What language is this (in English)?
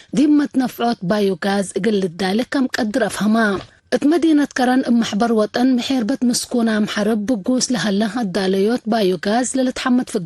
Tigre